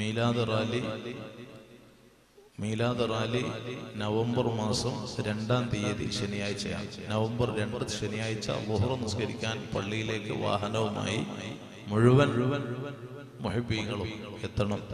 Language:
Malayalam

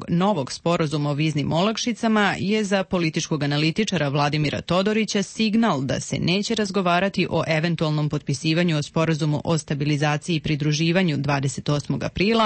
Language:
Serbian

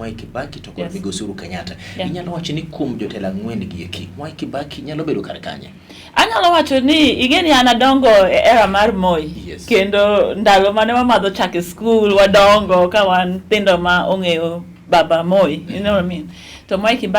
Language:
Luo (Kenya and Tanzania)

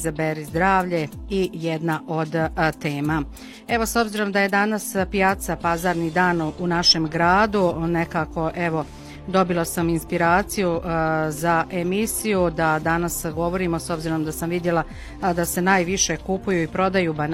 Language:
Bosnian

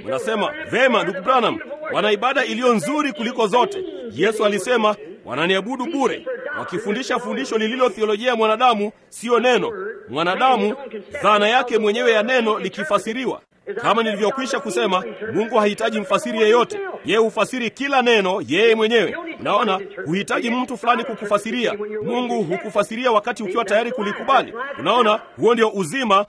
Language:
Swahili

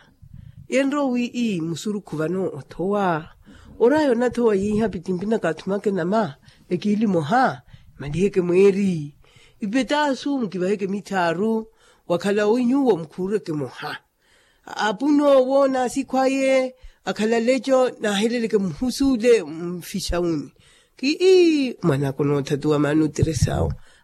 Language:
Makhuwa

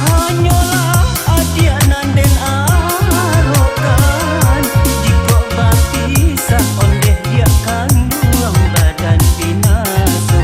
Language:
Minangkabau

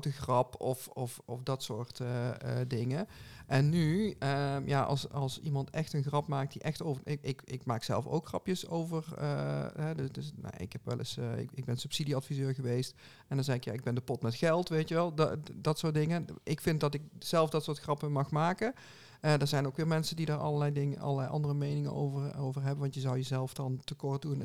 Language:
Dutch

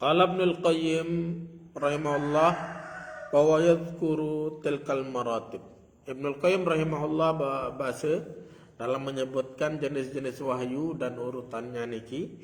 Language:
Sasak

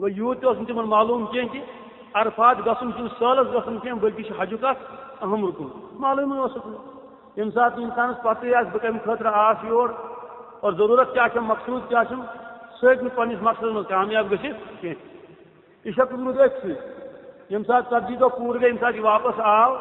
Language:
Kashmiri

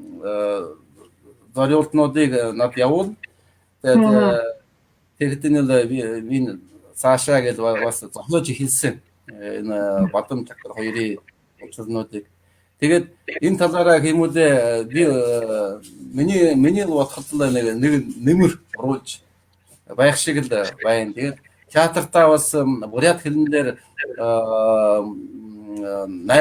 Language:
Mongolian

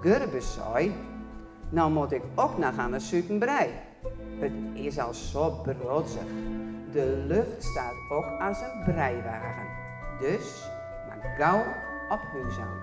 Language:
Western Frisian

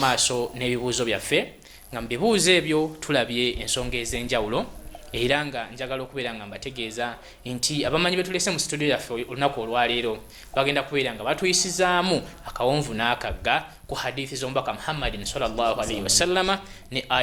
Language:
Ganda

